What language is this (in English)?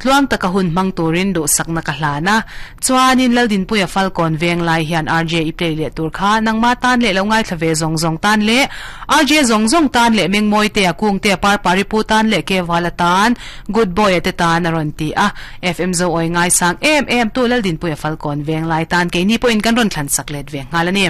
Mizo